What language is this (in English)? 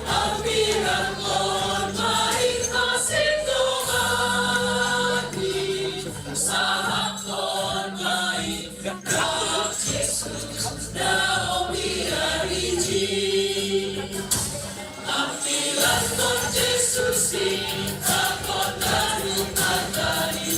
Batak Simalungun